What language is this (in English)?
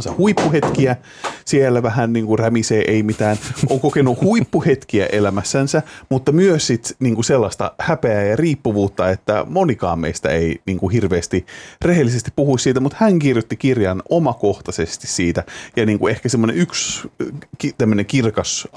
Finnish